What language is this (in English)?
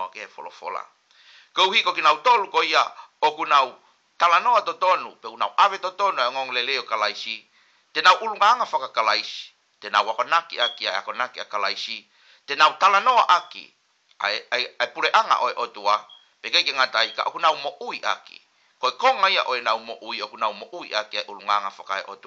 Tongan